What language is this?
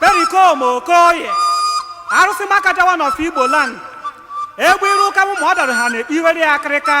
Igbo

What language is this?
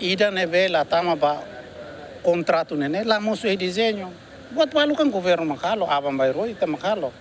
Tetum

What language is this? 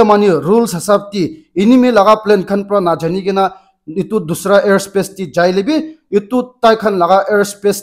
Naga Pidgin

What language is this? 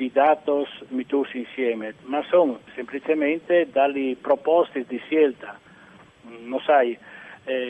Friulian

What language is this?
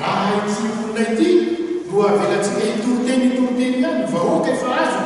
Malagasy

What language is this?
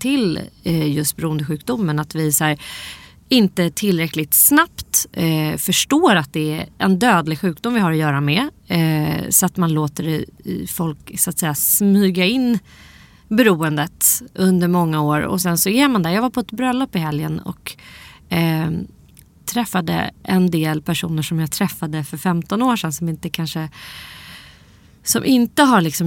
Swedish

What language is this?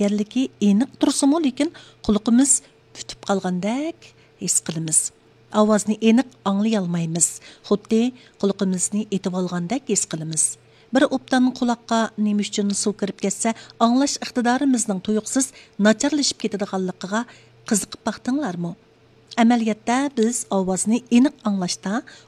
Uyghur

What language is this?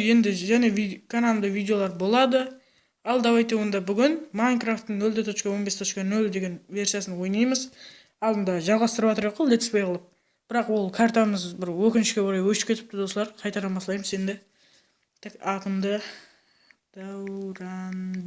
Kara-Kalpak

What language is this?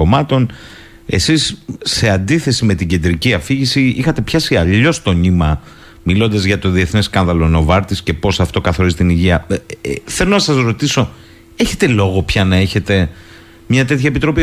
Greek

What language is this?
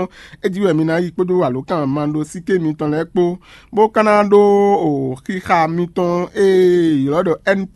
Fon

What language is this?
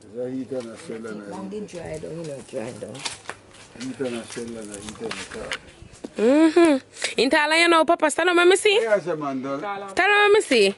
Jamaican Creole English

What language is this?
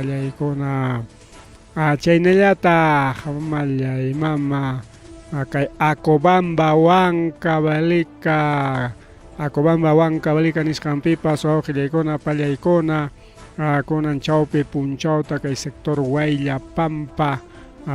Ayacucho Quechua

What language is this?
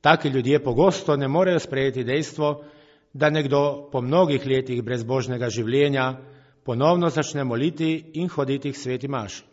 Slovenian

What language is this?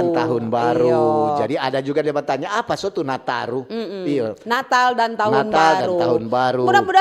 Manado Malay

